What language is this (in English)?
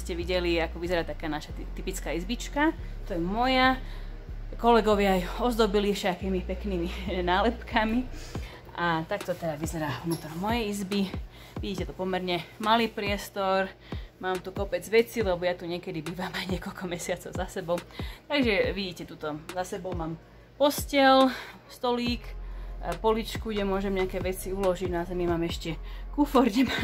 Slovak